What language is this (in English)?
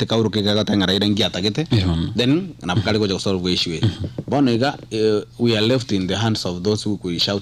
Gusii